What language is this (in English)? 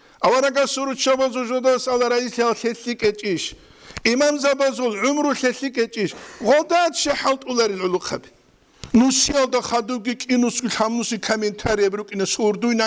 Avaric